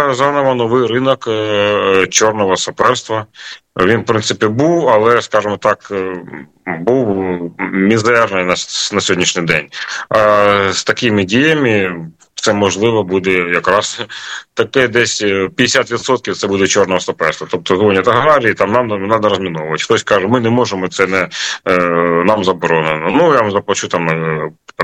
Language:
Ukrainian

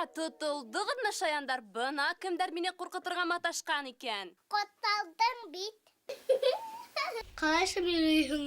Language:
Bashkir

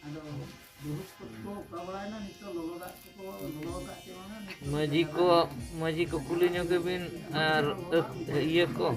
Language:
Santali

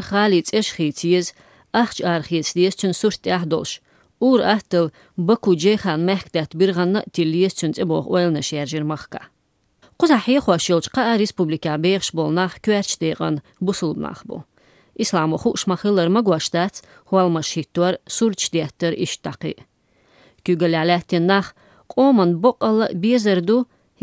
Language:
Chechen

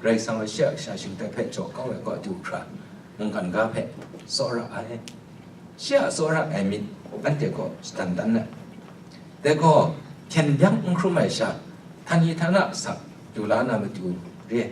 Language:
Kachin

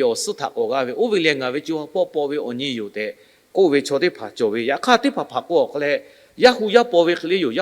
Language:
Lahu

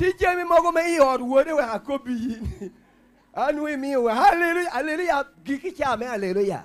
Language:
Lango (Uganda)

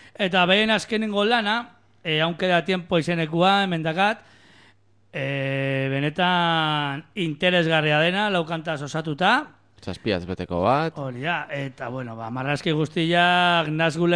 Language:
Basque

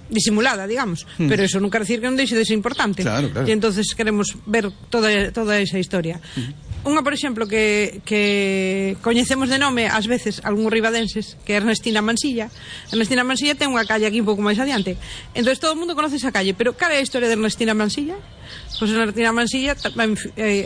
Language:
Galician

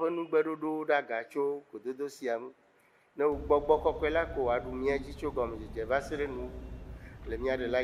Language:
Ewe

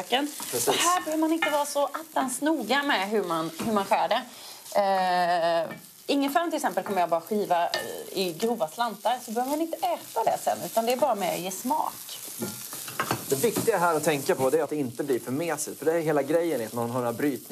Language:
Swedish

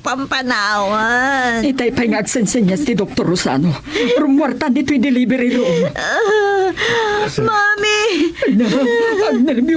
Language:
Iloko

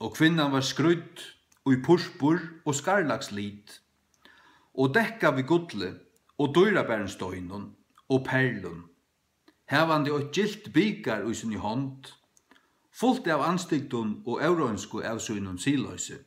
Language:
Faroese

